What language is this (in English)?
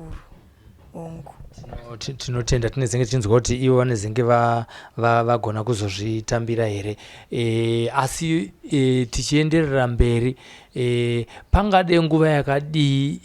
Shona